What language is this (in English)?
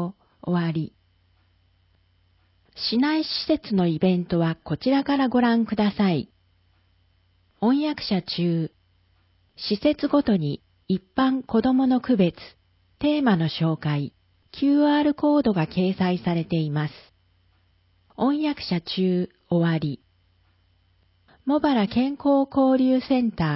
Japanese